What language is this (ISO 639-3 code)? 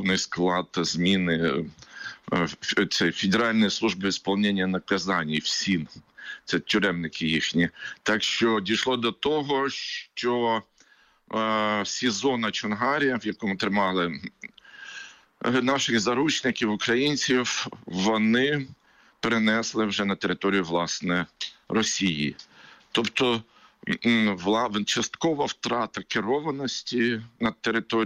ukr